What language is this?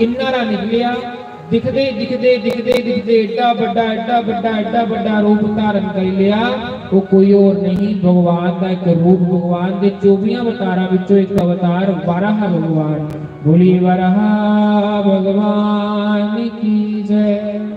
Dogri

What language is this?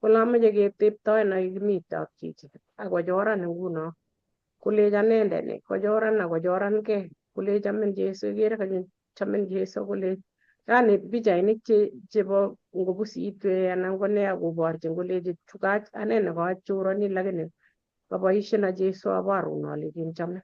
Kalenjin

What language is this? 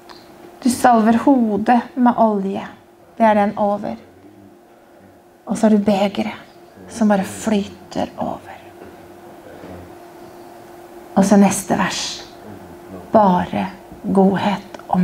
Norwegian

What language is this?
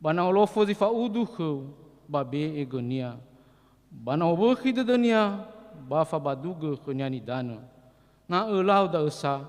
Nias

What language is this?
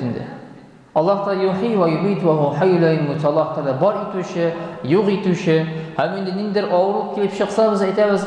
Tatar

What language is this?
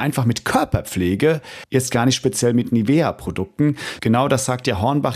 German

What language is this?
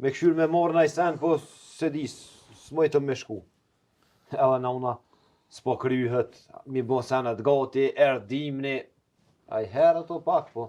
Albanian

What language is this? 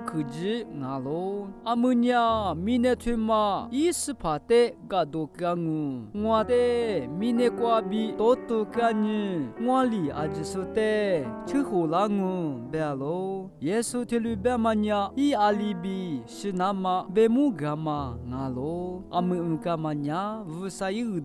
Lisu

